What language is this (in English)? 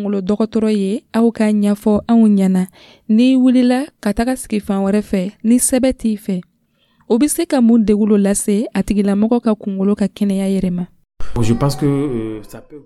Dyula